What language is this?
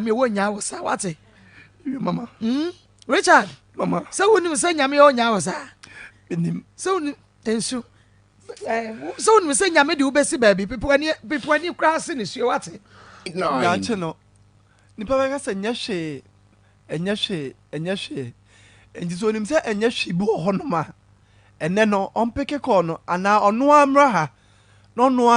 Akan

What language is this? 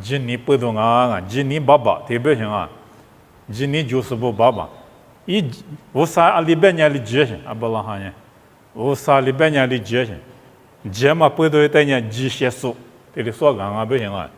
Lisu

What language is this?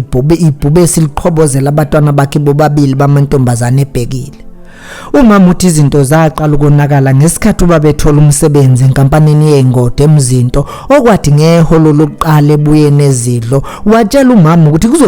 Zulu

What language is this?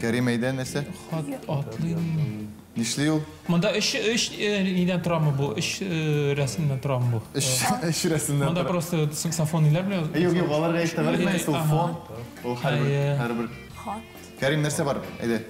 Tatar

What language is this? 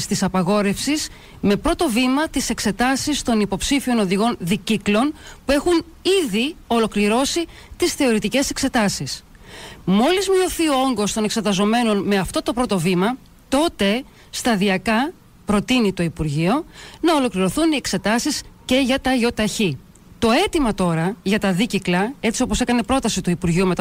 Greek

